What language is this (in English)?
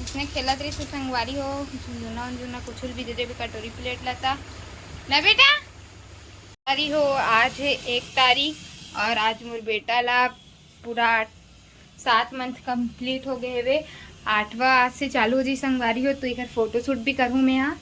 Chhattisgarhi